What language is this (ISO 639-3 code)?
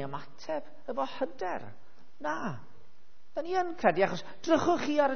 cym